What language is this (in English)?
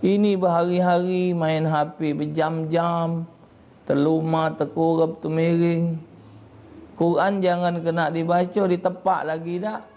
Musi